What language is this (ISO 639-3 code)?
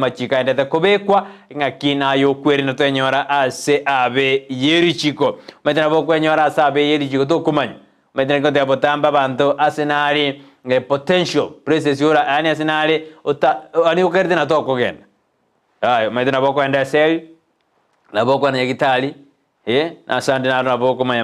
guz